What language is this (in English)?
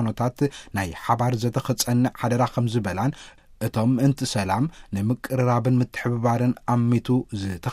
Tigrinya